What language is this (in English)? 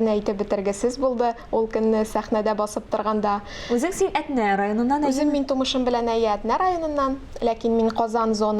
Tatar